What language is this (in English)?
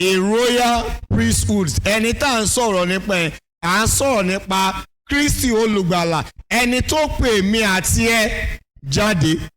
Yoruba